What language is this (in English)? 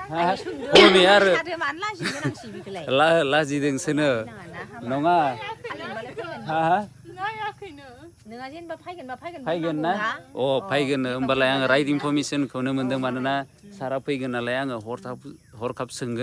Bodo